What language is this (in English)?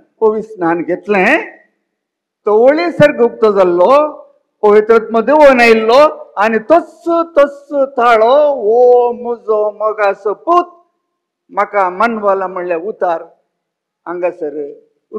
Konkani